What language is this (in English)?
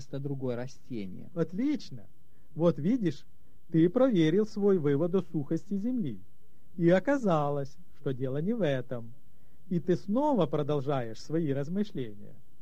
Russian